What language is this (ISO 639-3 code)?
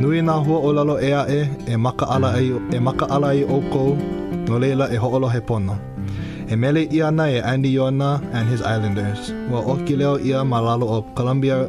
haw